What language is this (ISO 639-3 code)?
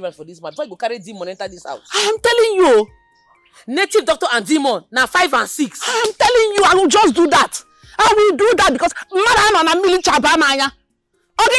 pcm